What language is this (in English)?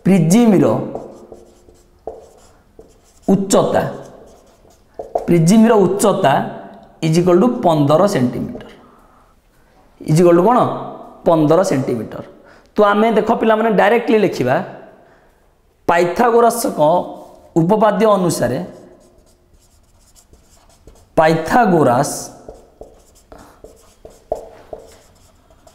Odia